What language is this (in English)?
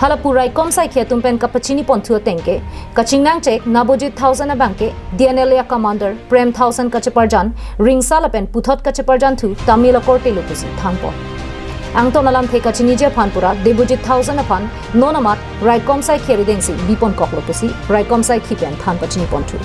Karbi